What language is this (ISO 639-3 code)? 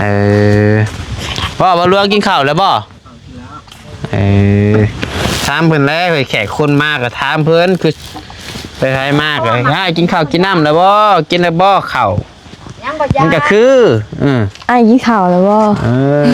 tts